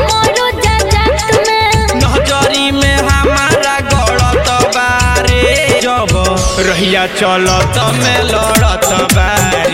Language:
Bhojpuri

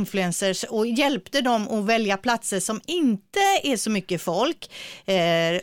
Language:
Swedish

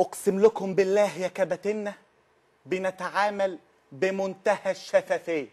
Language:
Egyptian Arabic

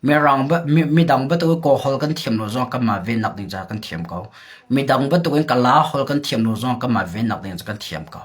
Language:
Hakha Chin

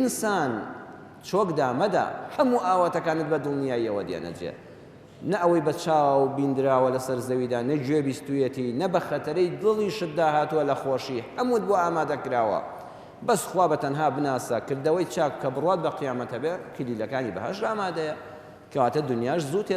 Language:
Central Kurdish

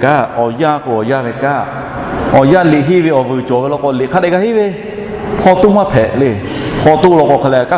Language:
Lahu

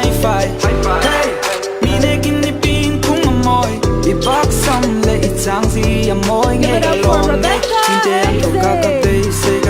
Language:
Hakha Chin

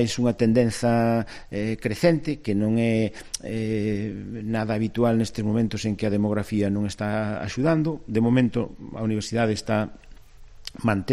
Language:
Galician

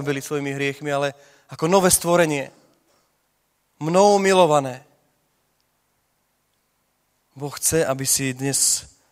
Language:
Slovak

